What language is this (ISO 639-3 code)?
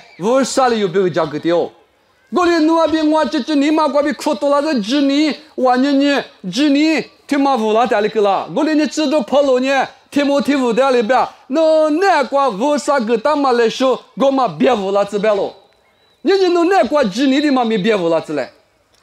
lis